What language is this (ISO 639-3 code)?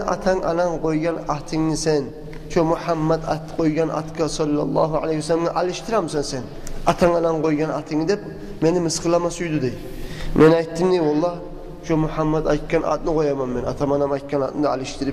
kum